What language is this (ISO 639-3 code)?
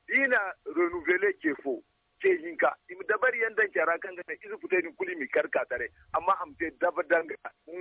dje